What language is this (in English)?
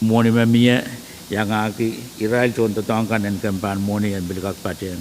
Pohnpeian